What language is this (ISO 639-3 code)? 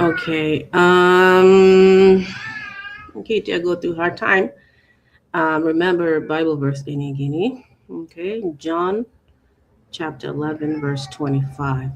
ach